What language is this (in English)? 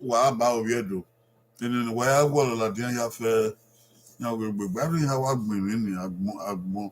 Bini